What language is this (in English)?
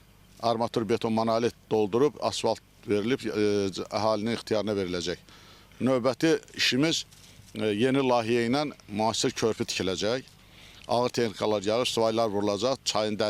Azerbaijani